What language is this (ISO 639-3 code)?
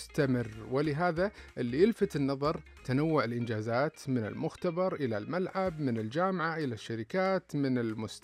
ars